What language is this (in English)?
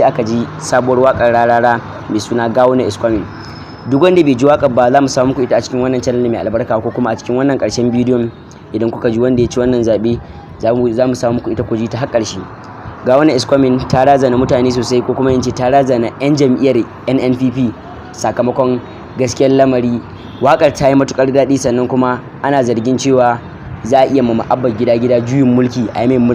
Hausa